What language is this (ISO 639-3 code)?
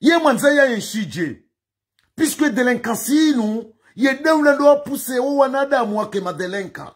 zdj